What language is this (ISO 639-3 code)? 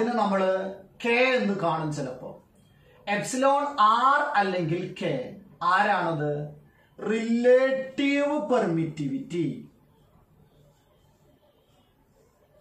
mal